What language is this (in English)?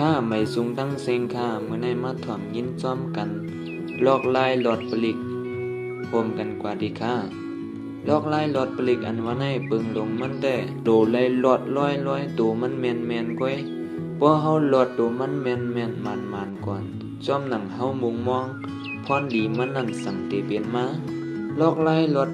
Shan